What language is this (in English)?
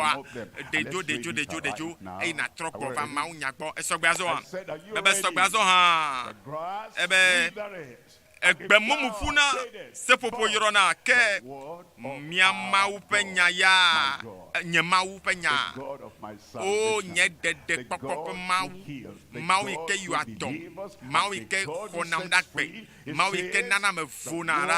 Ewe